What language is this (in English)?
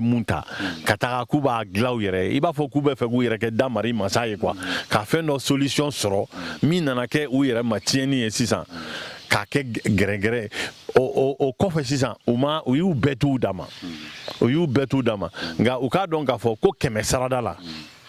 Bambara